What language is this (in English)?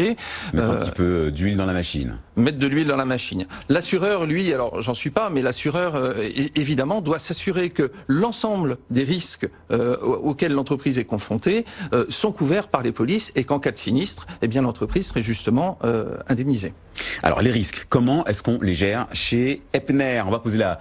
French